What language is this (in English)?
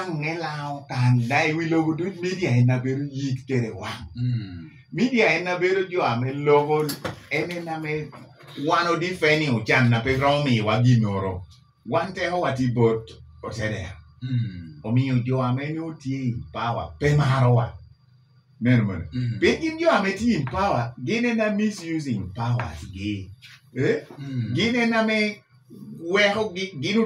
Lango (Uganda)